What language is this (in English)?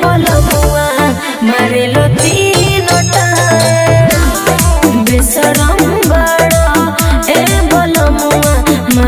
Bhojpuri